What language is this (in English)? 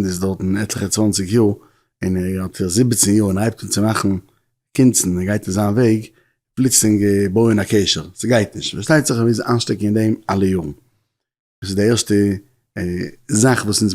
Yiddish